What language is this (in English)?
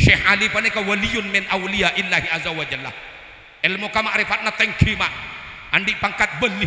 Madurese